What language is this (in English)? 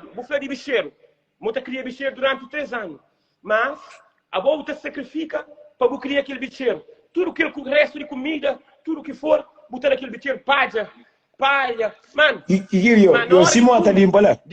Kabuverdianu